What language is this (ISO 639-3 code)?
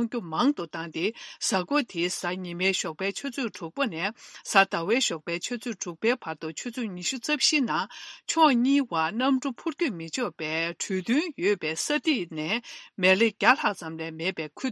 bod